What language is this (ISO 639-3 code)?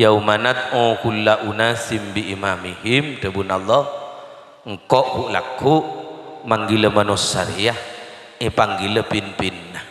mad